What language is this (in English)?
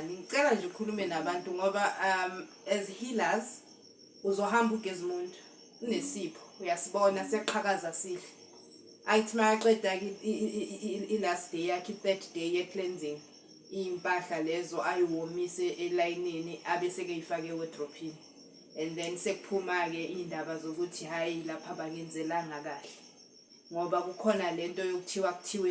Zulu